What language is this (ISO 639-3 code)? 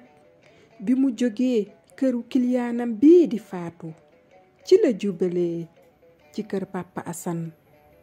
wol